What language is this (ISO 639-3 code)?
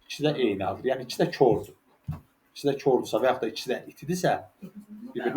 aze